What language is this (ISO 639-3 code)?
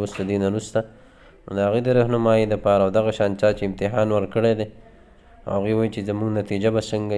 pus